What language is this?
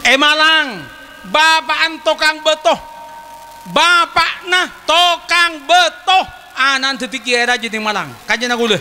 Madurese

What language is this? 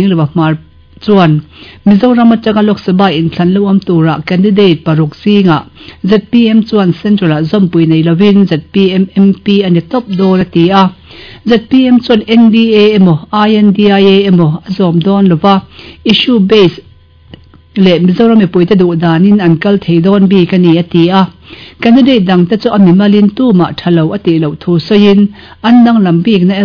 Mizo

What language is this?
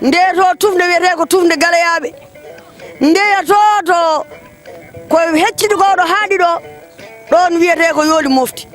Fula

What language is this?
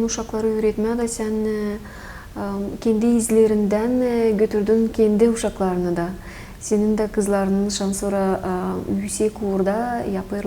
Gagauz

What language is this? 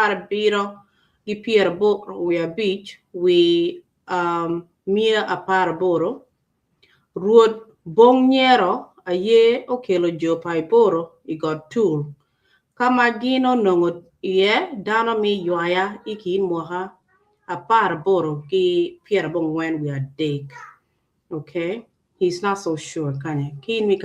Acoli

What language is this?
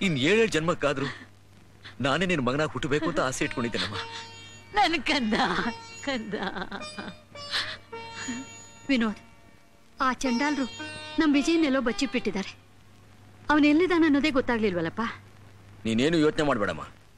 Kannada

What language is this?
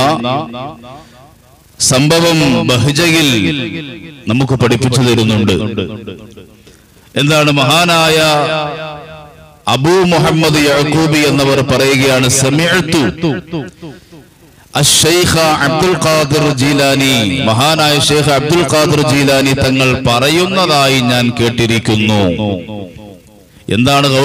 Malayalam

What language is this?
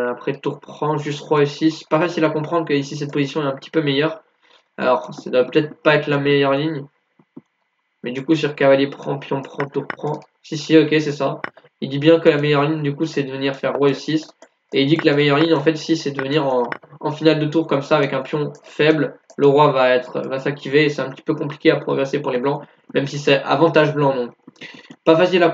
French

